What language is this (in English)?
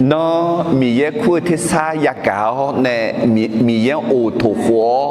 Akha